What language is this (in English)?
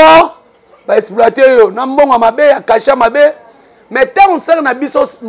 Lingala